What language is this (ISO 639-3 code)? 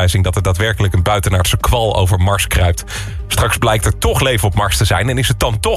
nld